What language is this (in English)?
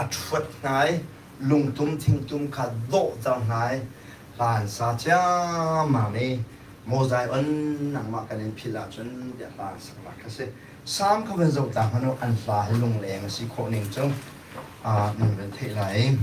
Hakha Chin